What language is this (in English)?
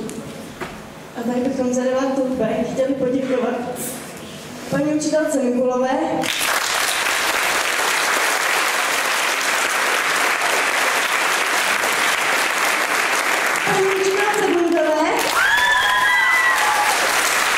Czech